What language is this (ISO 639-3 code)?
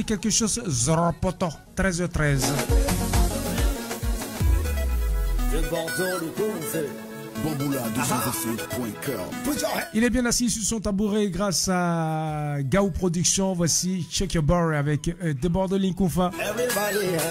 fra